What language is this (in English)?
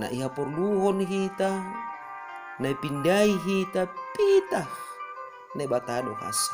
Batak Simalungun